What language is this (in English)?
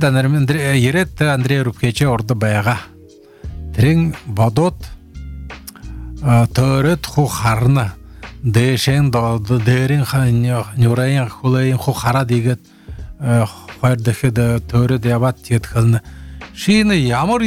Buriat